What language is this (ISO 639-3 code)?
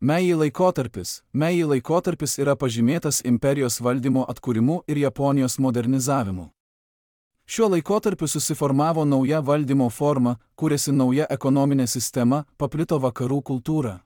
lit